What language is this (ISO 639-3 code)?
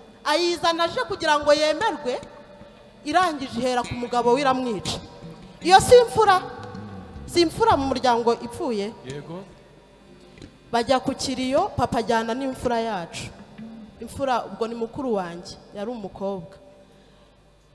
kin